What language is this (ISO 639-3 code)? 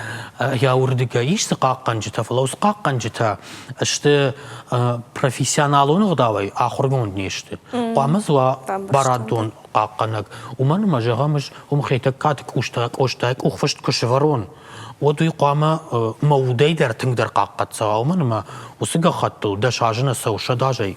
oss